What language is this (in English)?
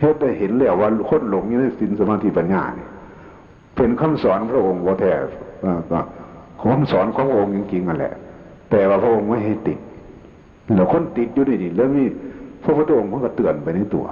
Northeastern Thai